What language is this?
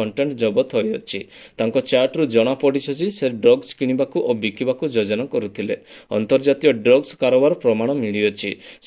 Odia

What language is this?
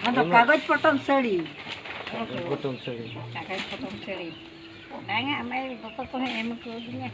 Santali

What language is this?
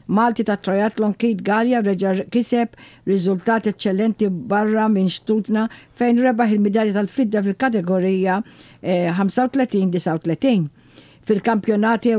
Maltese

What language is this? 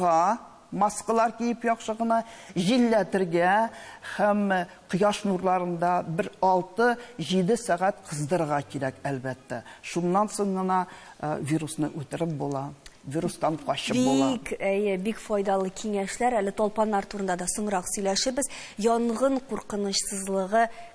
Tatar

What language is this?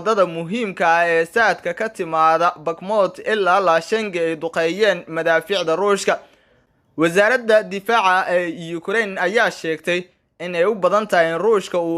Somali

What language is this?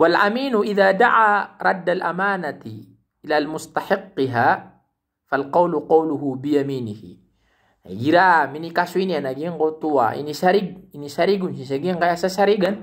Maranao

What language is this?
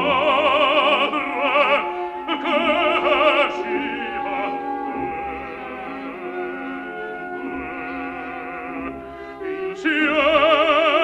Italian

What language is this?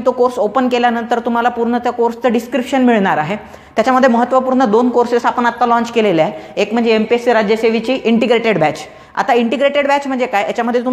Marathi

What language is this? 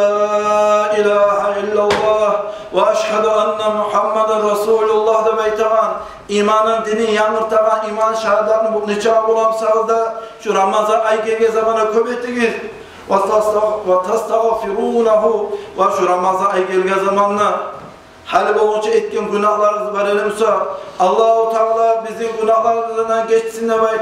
Kumyk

